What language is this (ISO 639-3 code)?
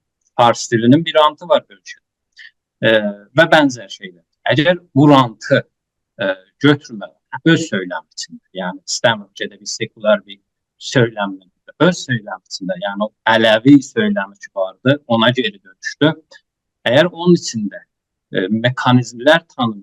azb